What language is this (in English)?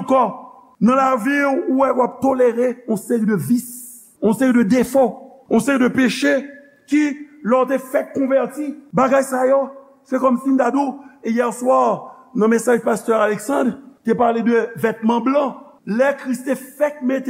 Haitian Creole